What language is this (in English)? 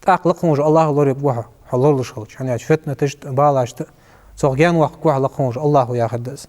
Ingush